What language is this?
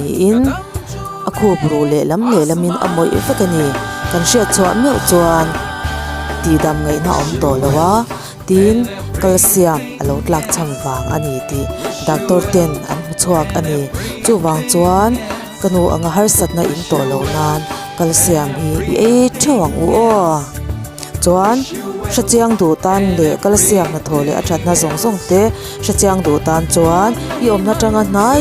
Mizo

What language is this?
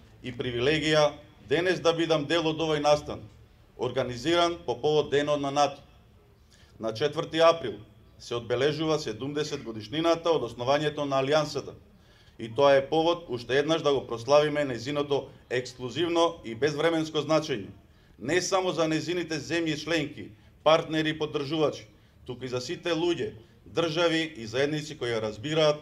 Macedonian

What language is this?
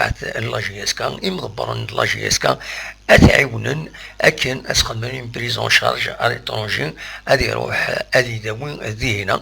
Kabyle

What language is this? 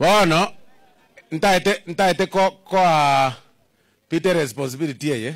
Gusii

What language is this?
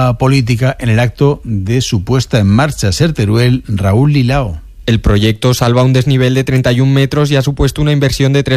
Spanish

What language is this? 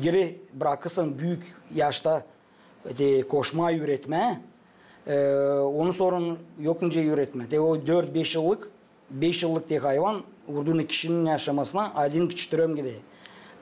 Gagauz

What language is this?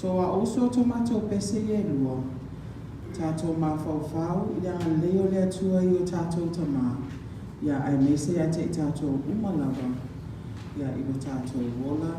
Samoan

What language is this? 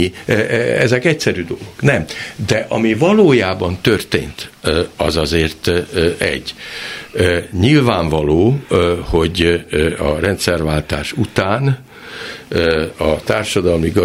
Hungarian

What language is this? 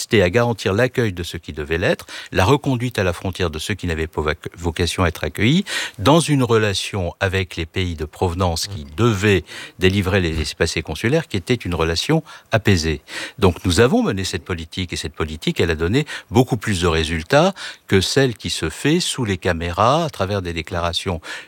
French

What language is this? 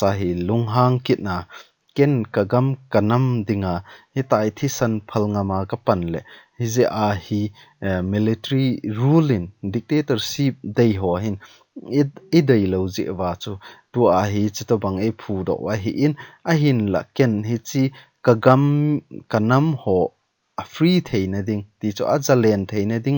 Thado Chin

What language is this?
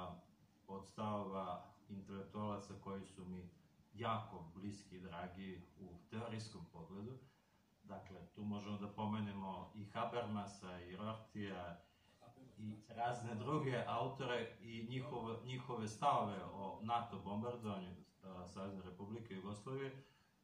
Serbian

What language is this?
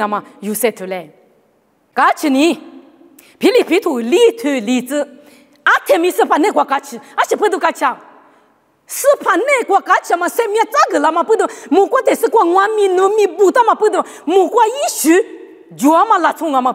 Lisu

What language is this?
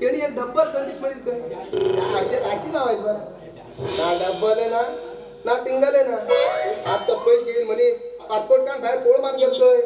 Konkani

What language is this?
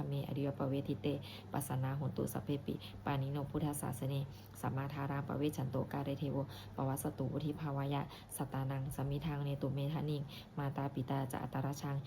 Pali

